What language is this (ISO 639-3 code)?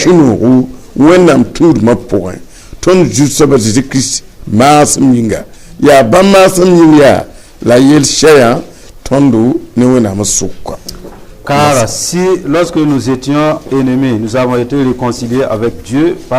mos